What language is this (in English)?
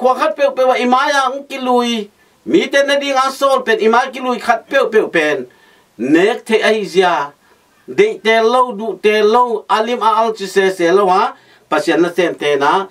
Tedim Chin